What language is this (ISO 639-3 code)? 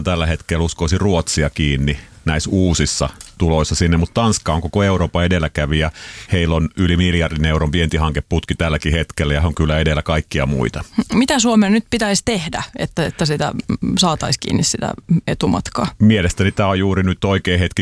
fin